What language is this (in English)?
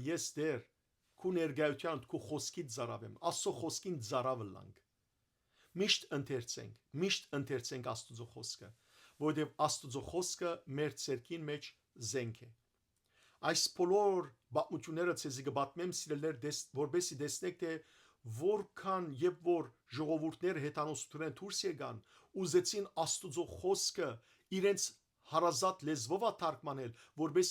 Western Armenian